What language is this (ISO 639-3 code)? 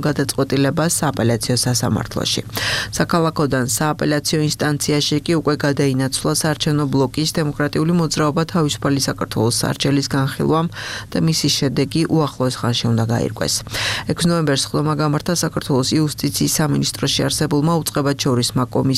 kat